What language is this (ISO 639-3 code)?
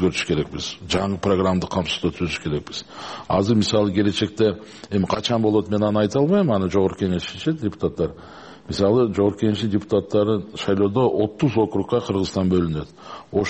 kir